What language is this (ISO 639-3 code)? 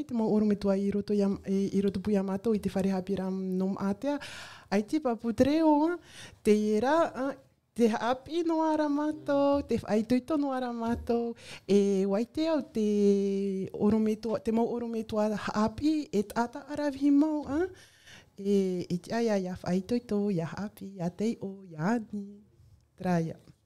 tah